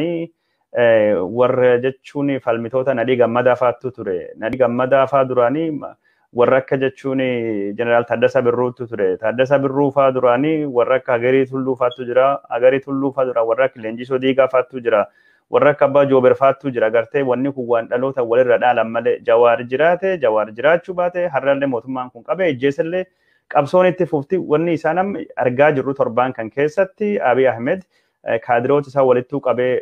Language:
Oromo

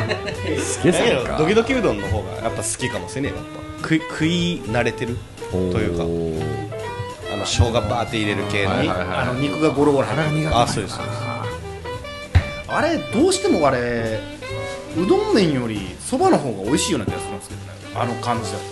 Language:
Japanese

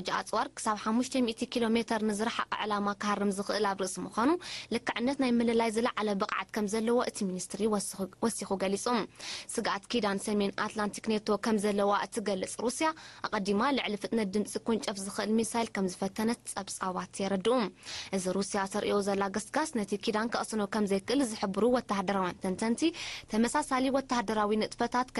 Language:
Tigrinya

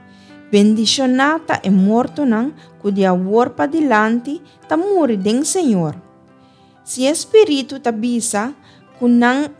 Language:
Papiamento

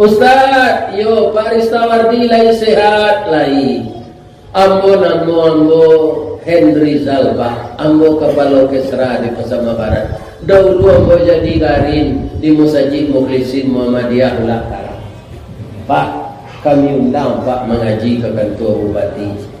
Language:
Minangkabau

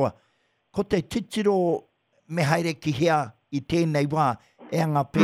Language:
Māori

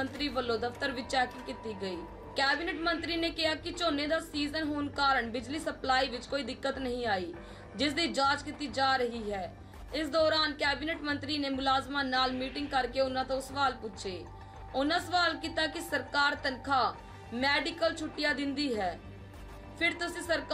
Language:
Punjabi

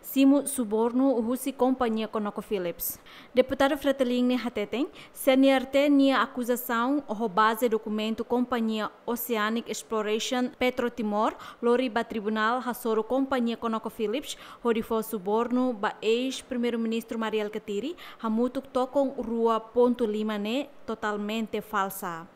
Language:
Tetum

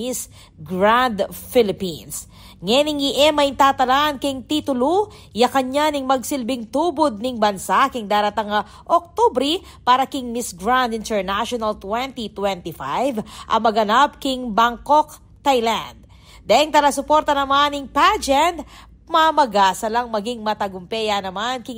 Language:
Pampanga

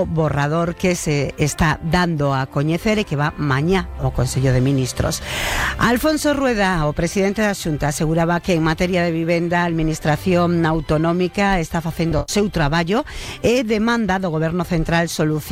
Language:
Galician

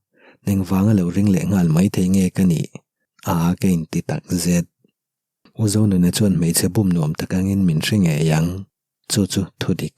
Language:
Mizo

